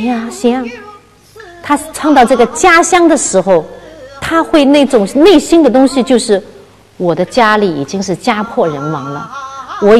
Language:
Chinese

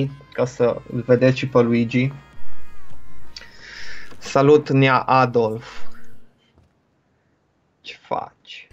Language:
Romanian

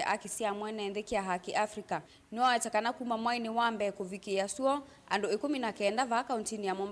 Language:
Kamba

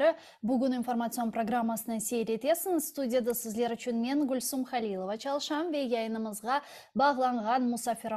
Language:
Crimean Tatar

